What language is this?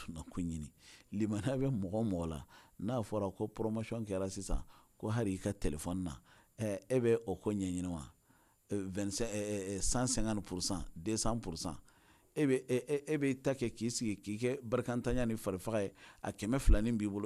Bambara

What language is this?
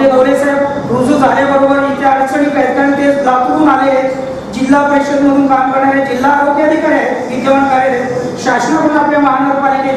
Marathi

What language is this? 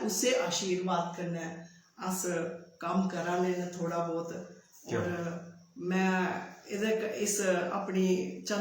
Dogri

